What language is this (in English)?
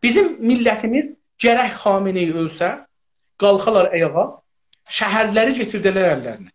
South Azerbaijani